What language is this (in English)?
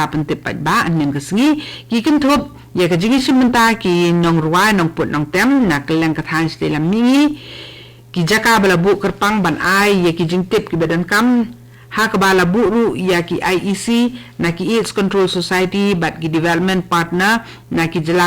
Khasi